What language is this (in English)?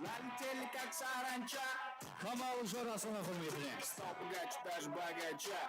Kara-Kalpak